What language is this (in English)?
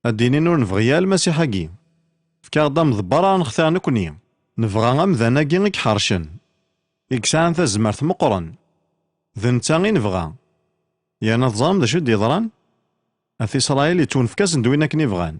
Kabyle